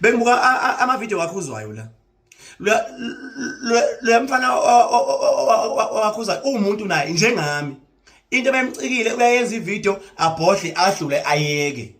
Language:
Zulu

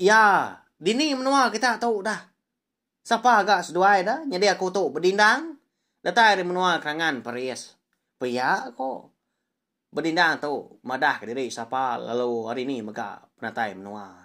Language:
Iban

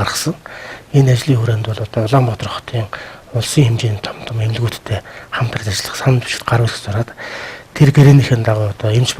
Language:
Mongolian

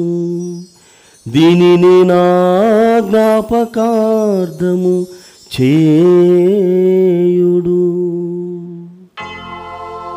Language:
Telugu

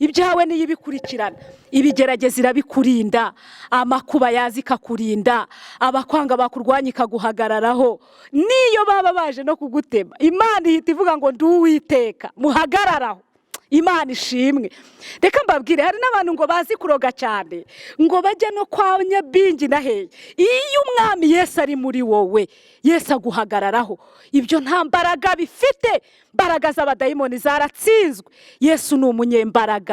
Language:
Kinyarwanda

